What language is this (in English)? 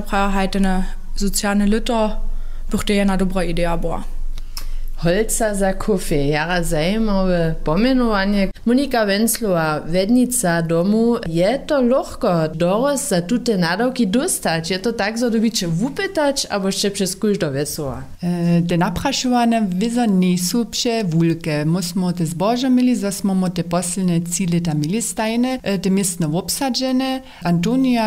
Upper Sorbian